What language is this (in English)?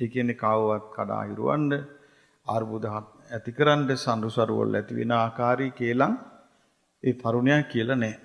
Sinhala